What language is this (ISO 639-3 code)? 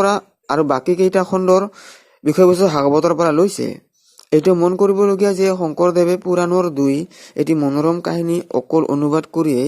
asm